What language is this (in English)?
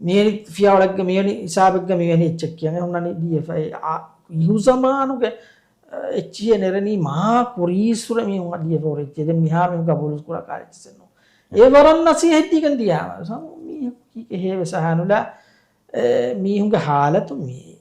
Divehi